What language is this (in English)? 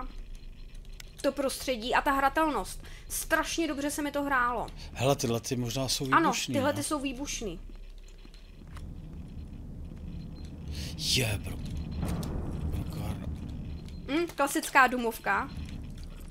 Czech